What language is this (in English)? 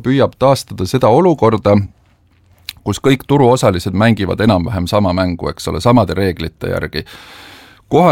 Estonian